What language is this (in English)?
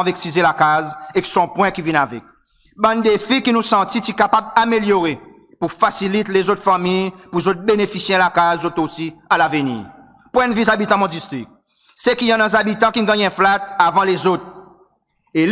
Seselwa Creole French